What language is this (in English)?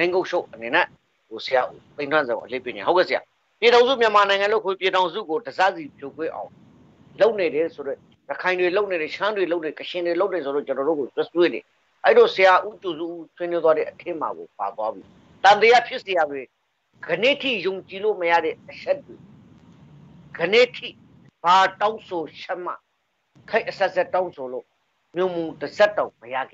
Burmese